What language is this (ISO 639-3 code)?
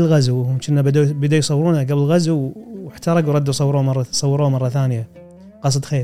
afb